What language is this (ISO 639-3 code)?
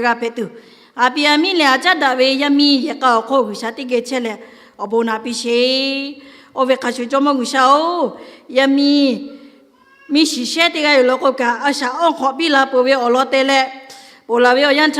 lhu